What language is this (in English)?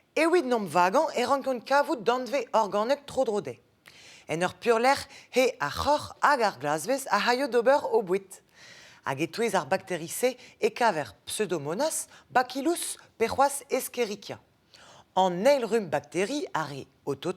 Breton